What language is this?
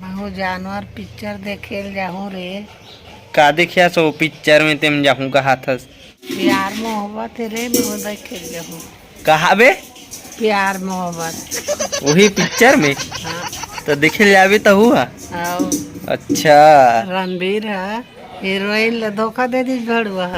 Chhattisgarhi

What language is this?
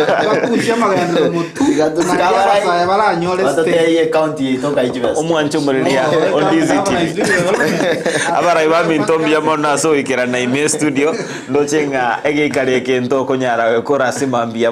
Gusii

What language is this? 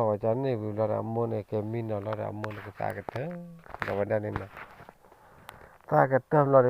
S'gaw Karen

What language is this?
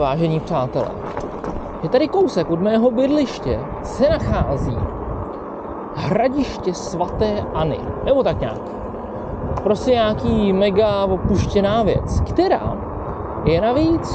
Czech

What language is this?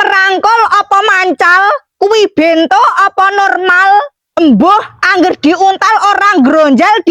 Javanese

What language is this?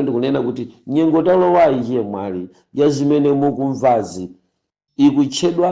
Nyanja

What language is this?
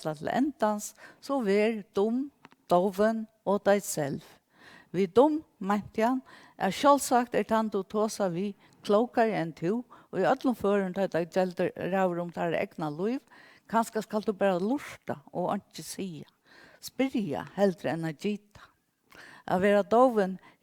Faroese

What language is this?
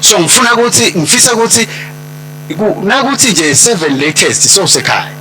Swati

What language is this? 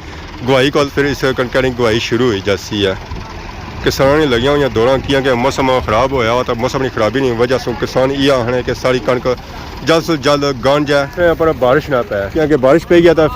Pahari-Potwari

